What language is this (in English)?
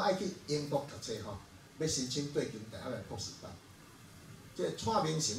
Min Nan Chinese